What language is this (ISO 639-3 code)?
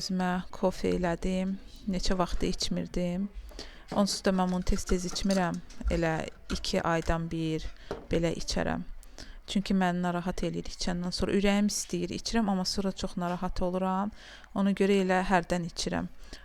aze